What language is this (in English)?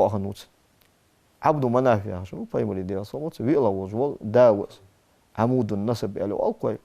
Ingush